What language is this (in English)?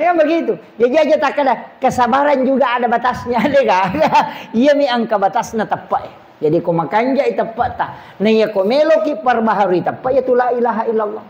Buginese